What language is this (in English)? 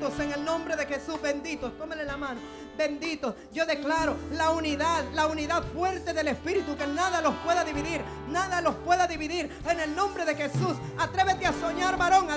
Spanish